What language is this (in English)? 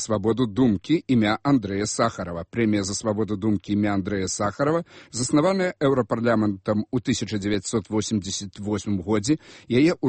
Belarusian